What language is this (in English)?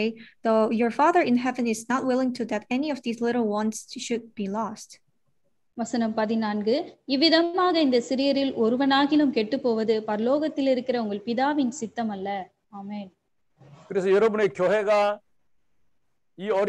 Tamil